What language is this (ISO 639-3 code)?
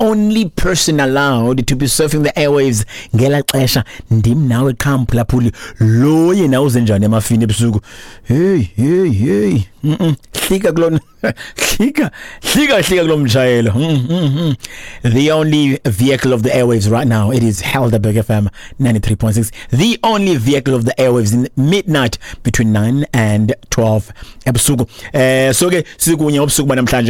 xho